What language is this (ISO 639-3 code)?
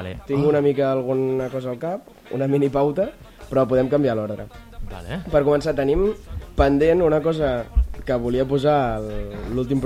cat